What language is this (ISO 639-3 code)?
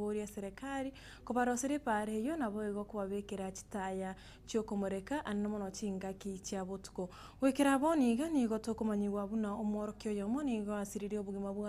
guz